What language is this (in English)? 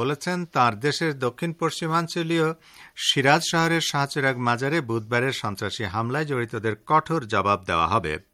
Bangla